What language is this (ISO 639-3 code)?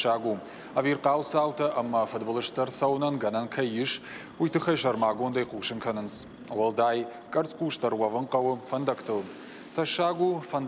oss